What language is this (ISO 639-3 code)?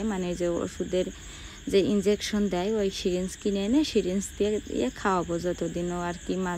ben